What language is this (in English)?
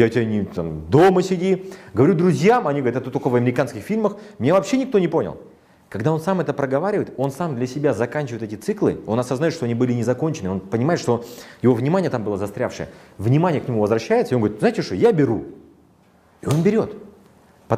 Russian